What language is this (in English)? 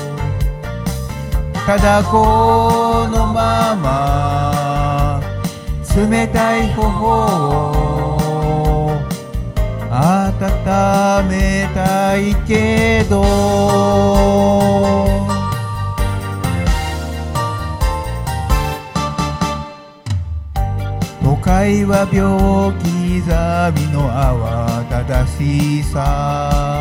Japanese